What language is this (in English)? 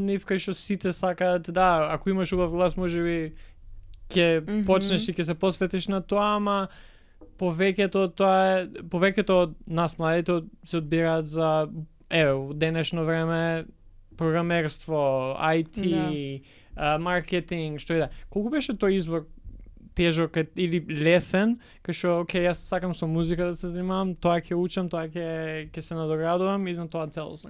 Macedonian